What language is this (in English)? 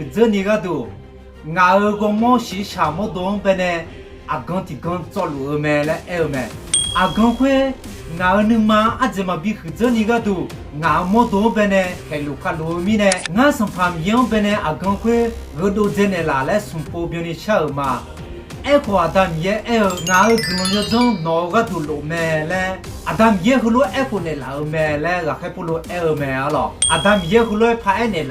Akha